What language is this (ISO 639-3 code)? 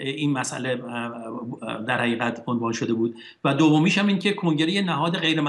fas